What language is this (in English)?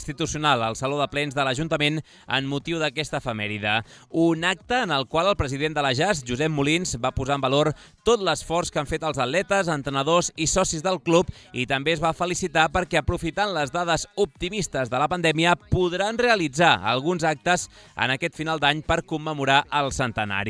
Catalan